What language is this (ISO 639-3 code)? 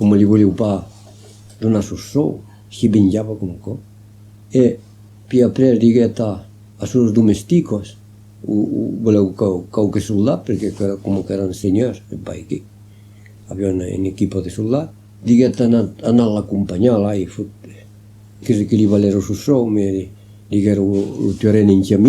oci